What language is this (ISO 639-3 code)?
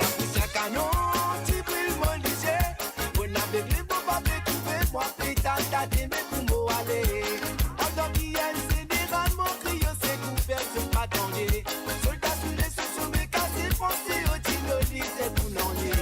mfe